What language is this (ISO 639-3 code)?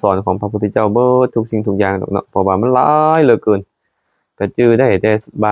lao